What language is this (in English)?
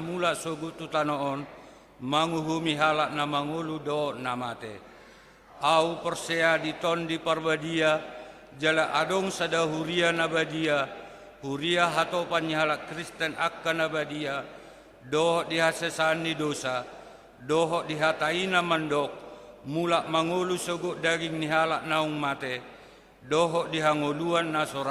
Batak Toba